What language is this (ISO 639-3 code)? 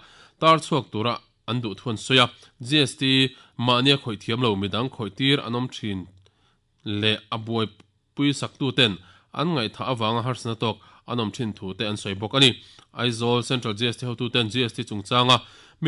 lus